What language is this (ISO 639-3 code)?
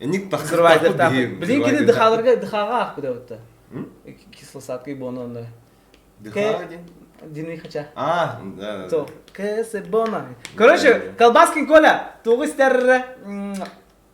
sah